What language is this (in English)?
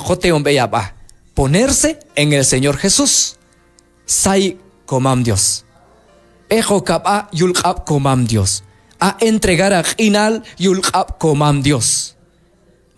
Q'anjob'al